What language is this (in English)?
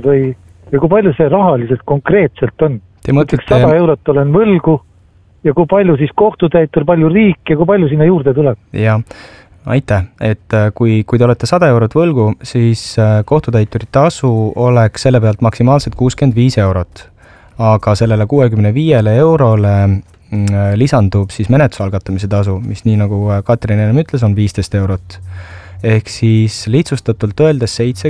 Estonian